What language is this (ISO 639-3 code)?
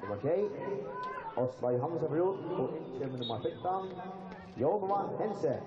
fao